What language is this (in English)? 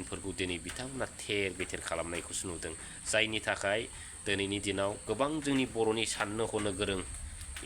Bodo